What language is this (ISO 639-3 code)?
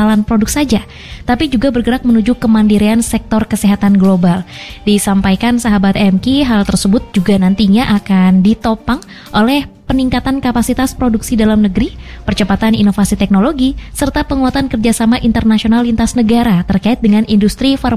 ind